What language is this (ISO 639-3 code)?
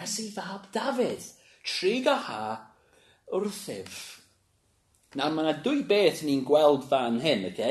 cym